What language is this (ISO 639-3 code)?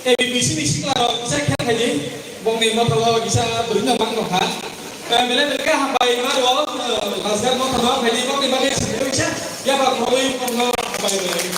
trp